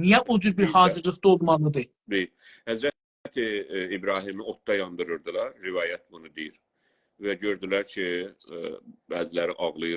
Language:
South Azerbaijani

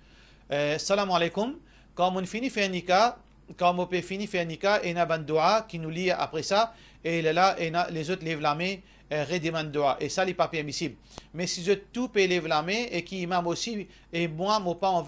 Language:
Morisyen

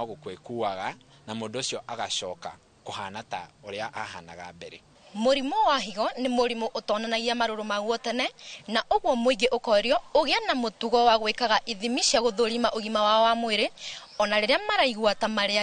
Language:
Kikuyu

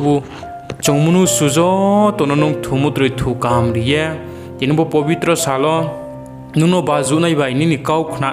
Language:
Riang (India)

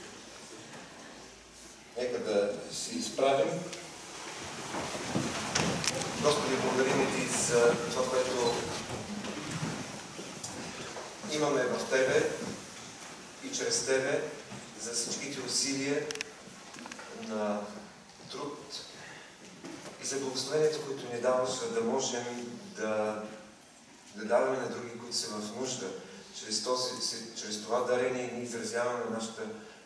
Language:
Bulgarian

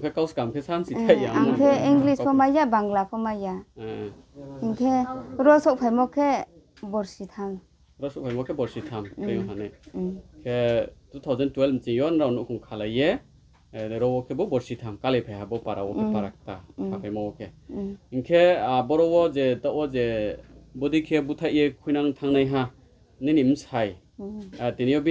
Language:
Riang (India)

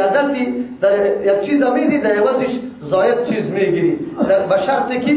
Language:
Persian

